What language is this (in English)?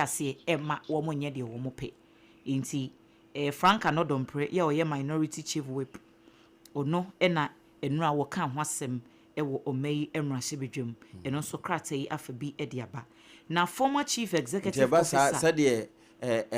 Akan